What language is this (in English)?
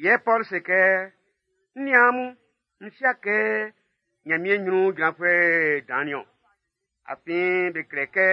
Baoulé